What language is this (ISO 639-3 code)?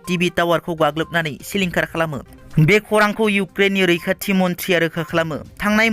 brx